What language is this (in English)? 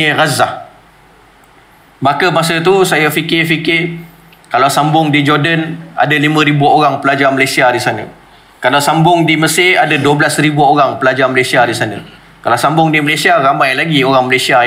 Malay